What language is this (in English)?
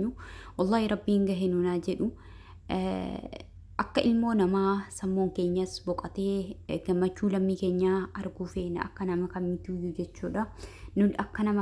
Oromo